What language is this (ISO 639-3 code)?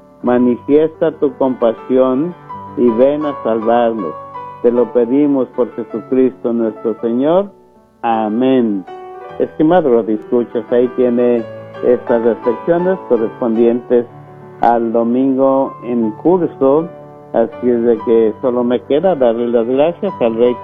spa